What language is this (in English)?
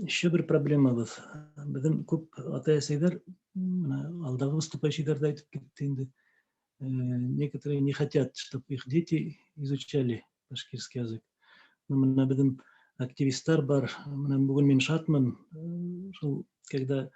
Bashkir